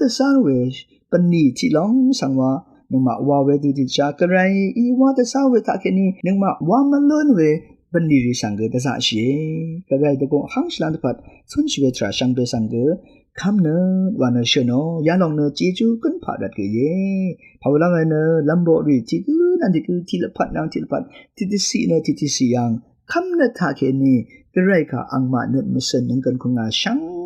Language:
Rawang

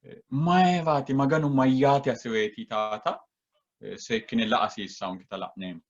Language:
Sidamo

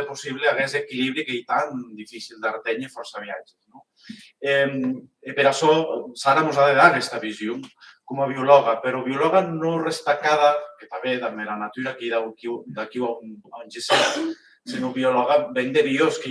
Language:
Occitan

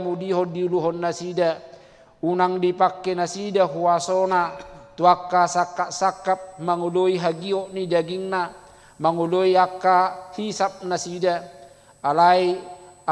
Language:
Batak Toba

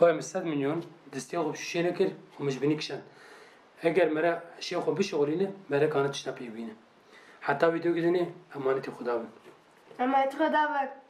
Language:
Kurdish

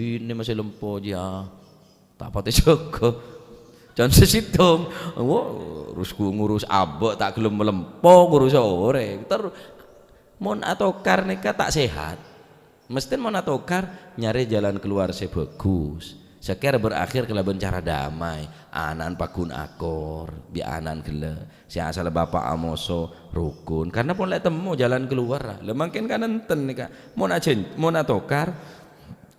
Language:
Madurese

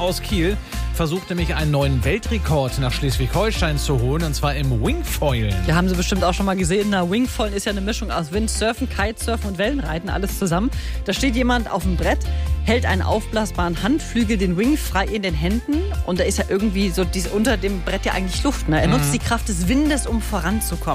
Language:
German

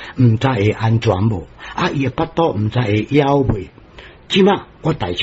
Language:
Min Nan Chinese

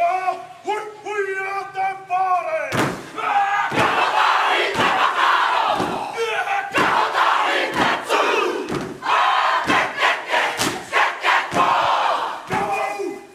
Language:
Māori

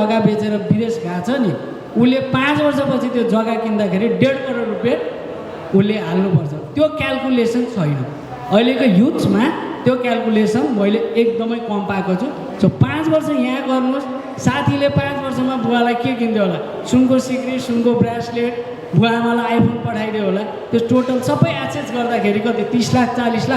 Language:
Nepali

